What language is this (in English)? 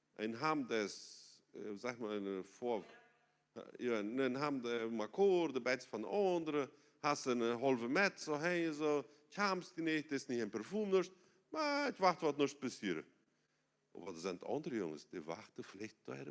Plautdietsch